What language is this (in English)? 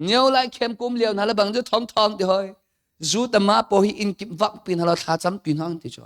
Hakha Chin